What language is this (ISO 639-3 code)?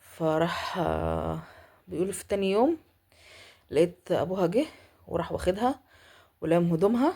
arz